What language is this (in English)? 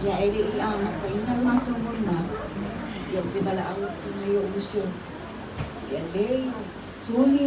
Samoan